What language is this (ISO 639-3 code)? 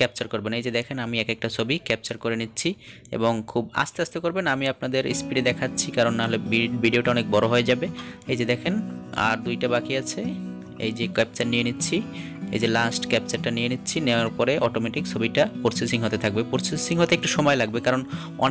ben